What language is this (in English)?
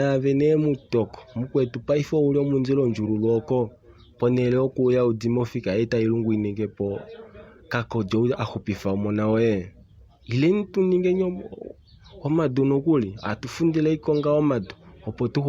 Kuanyama